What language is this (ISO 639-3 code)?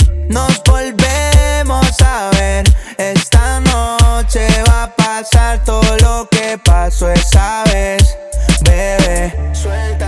spa